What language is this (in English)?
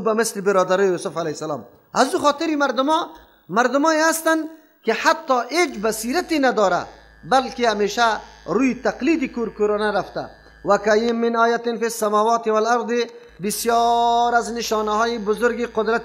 Persian